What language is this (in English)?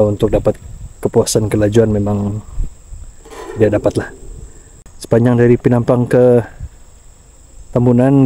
Malay